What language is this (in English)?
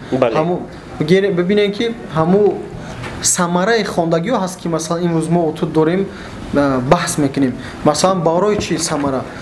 Tajik